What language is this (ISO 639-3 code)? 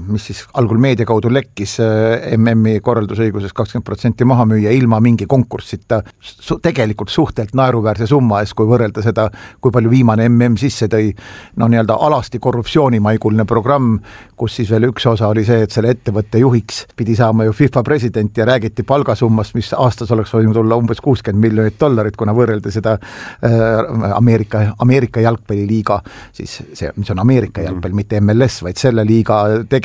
est